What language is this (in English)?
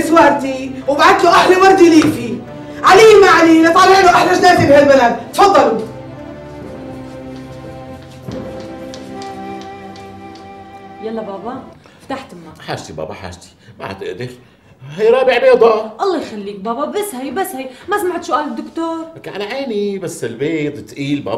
North Levantine Arabic